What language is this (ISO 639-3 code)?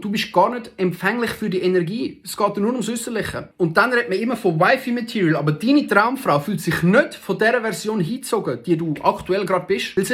gsw